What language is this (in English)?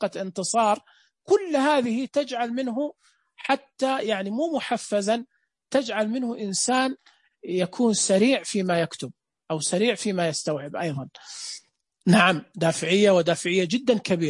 Najdi Arabic